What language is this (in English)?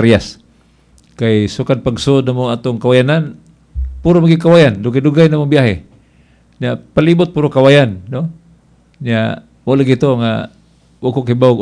Cebuano